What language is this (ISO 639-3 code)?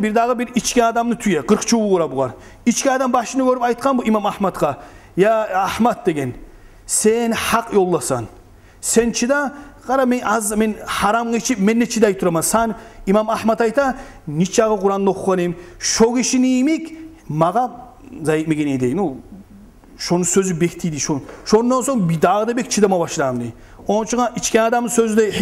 kum